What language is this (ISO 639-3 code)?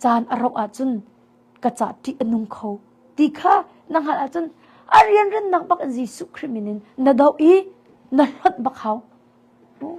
cnh